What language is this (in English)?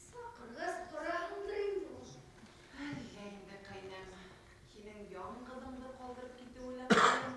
Bashkir